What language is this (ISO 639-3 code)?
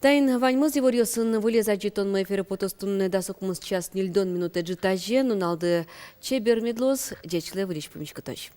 udm